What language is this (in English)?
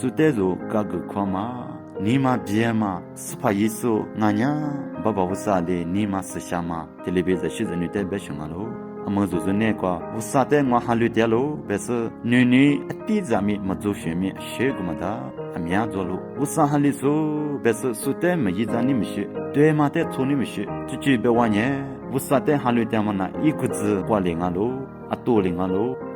Lisu